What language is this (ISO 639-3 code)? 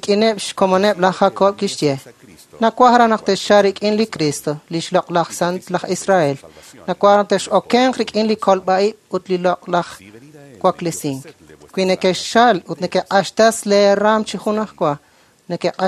kek